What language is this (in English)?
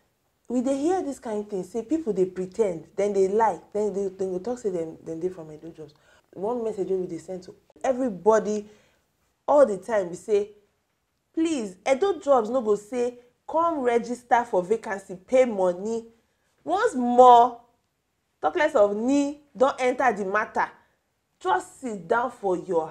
Nigerian Pidgin